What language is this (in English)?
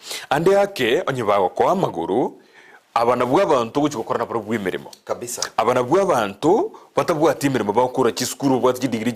Gusii